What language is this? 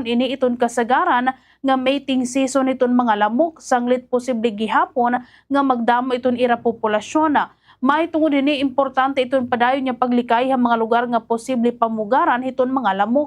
Waray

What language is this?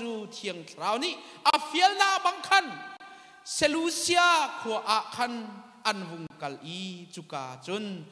Hakha Chin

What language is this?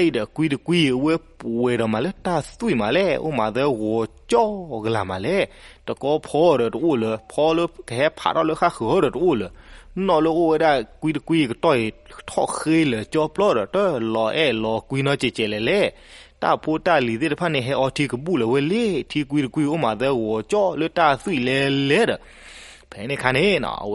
S'gaw Karen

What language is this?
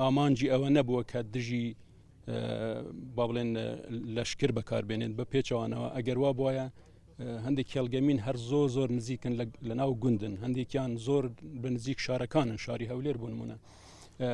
Central Kurdish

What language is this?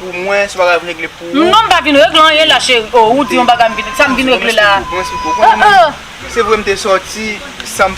Haitian Creole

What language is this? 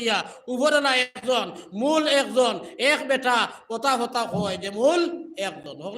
Sylheti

